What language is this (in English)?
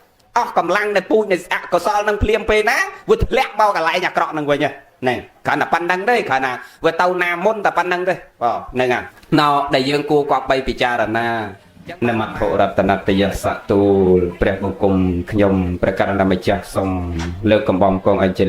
Khmer